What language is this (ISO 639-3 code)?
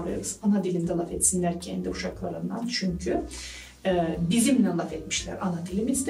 gag